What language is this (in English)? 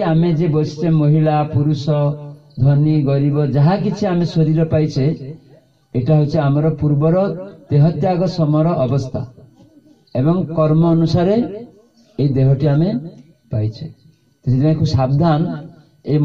Odia